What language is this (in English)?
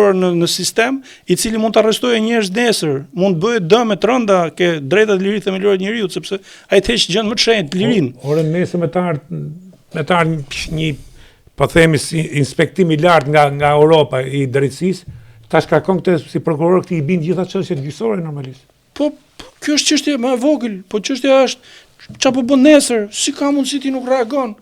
Albanian